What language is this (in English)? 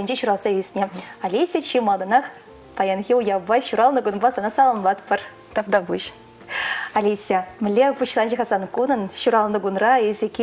Chuvash